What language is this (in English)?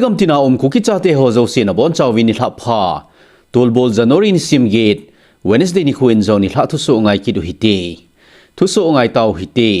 Thado Chin